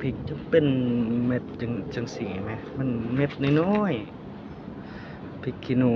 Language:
Northeastern Thai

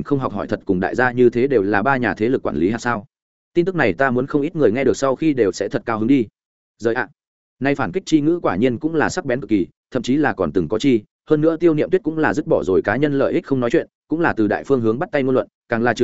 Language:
Vietnamese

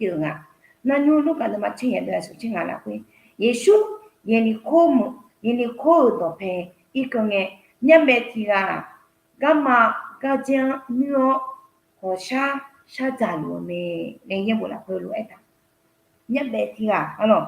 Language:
Akha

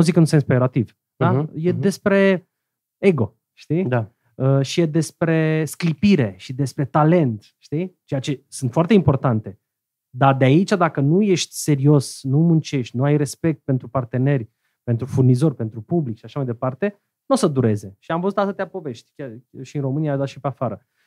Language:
Romanian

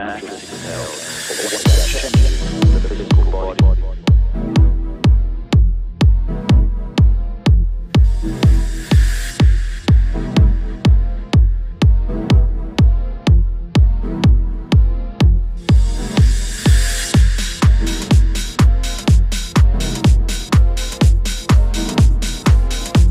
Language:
Polish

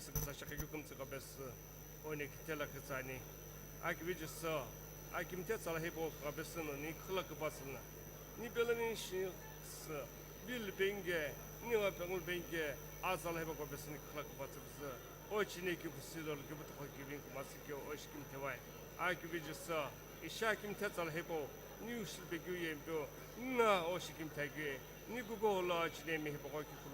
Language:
Sumi Naga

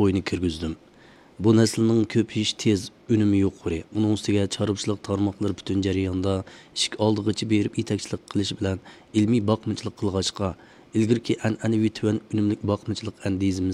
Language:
Uyghur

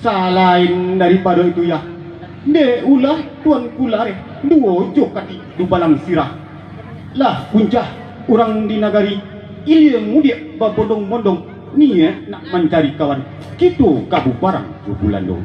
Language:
Minangkabau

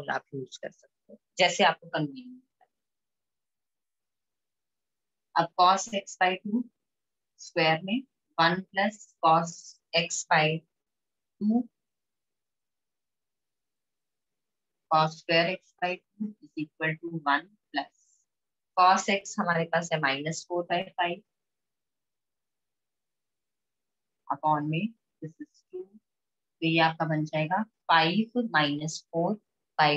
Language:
Hindi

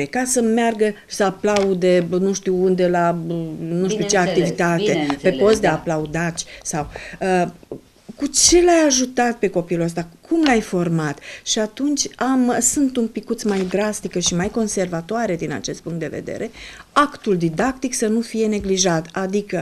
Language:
Romanian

